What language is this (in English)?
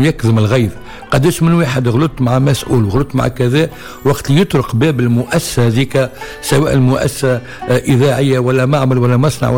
Tunisian Arabic